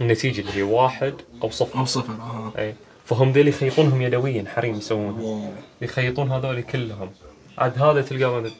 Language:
Najdi Arabic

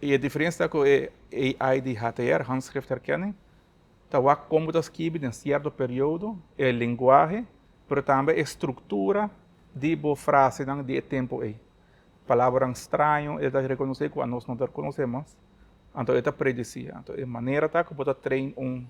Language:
Papiamento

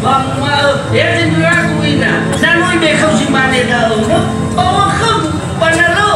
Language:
Nias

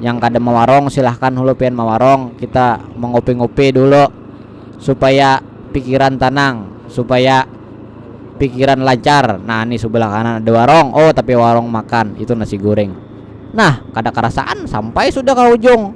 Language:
Banjar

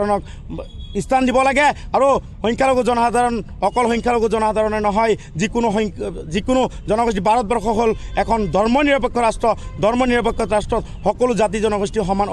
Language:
Assamese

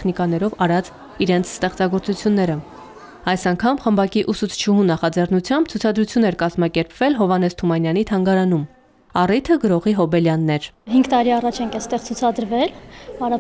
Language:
Armenian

